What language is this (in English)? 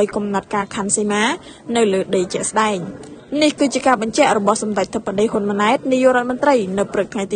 Khmer